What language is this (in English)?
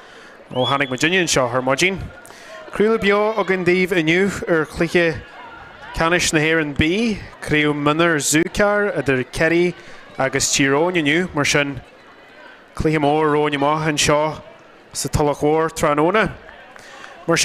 Irish